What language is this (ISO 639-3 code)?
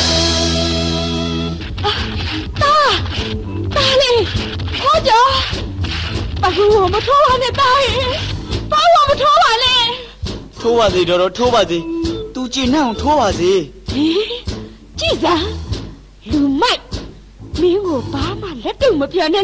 mya